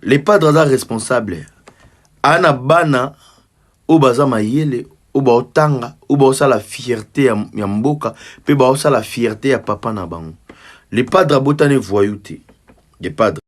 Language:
Lingala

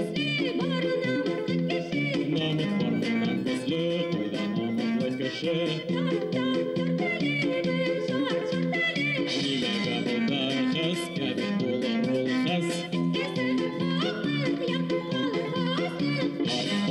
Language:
Bashkir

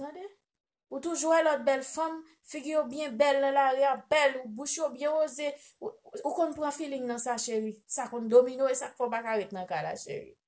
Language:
Haitian Creole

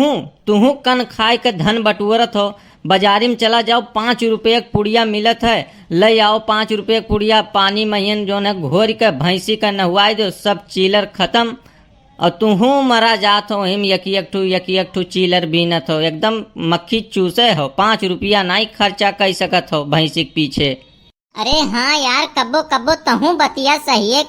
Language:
Awadhi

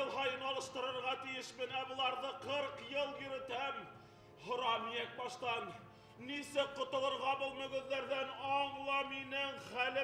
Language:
Bashkir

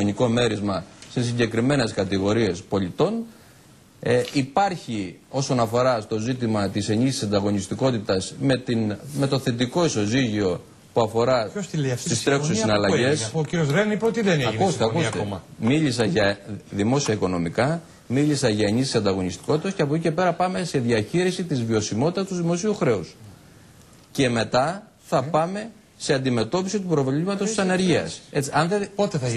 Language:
Greek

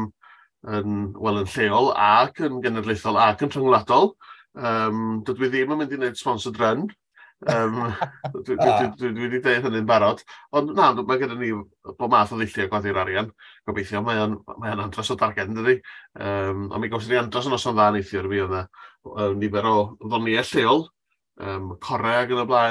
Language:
Welsh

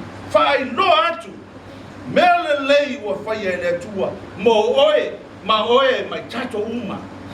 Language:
Samoan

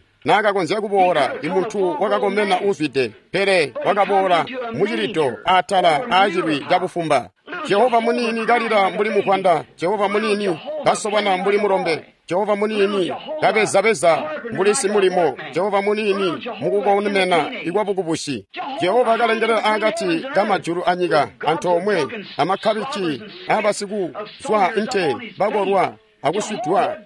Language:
Tonga (Zambia)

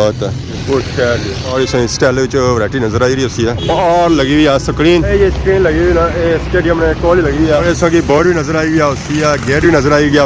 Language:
Pahari-Potwari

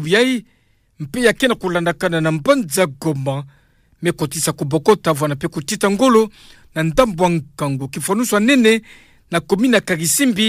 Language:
Kituba (Democratic Republic of Congo)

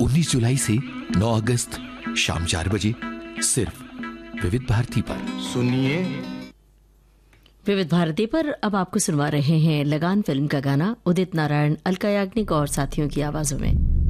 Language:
Hindi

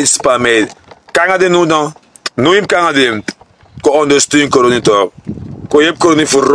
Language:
Sranan Tongo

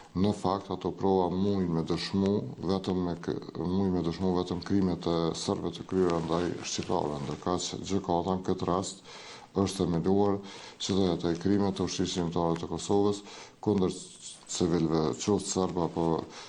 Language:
Albanian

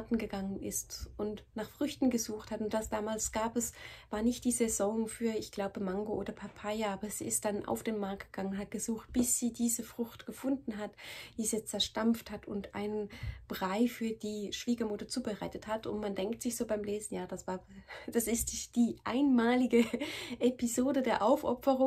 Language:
German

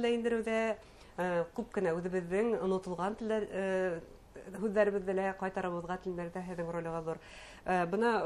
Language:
Bashkir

